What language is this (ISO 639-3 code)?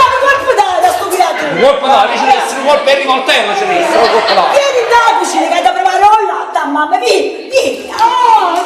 nap